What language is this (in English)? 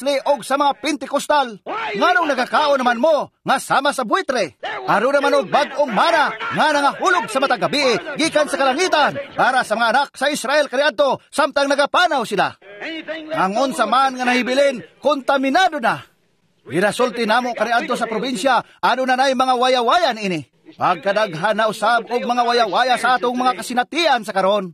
Cebuano